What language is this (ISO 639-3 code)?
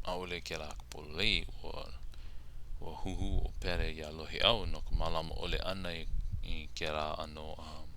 haw